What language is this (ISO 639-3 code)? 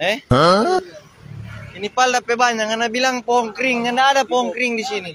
xmm